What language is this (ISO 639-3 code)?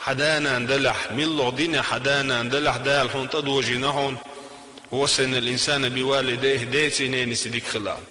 che